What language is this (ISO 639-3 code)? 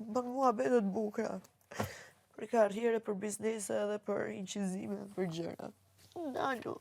sqi